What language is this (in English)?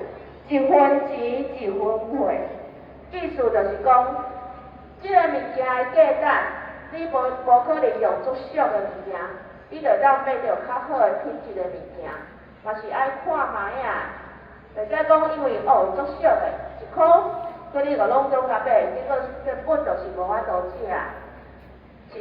Min Nan Chinese